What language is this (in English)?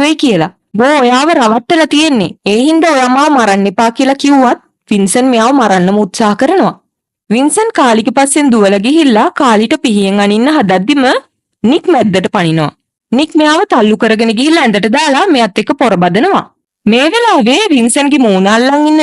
Sinhala